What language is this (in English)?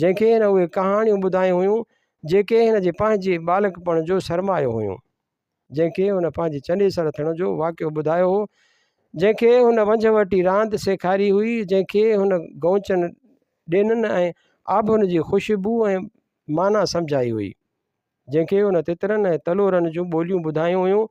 Sindhi